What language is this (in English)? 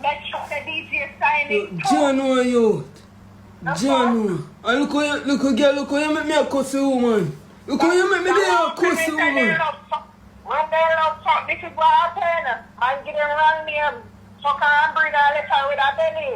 Jamaican Creole English